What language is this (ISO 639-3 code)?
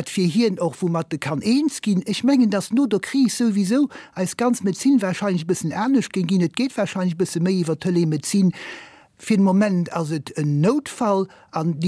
ltz